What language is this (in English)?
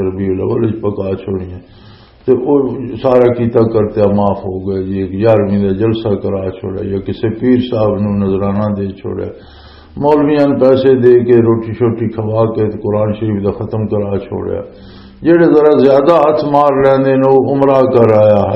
Western Panjabi